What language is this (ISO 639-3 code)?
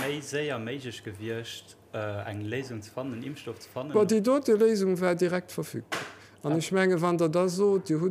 ltz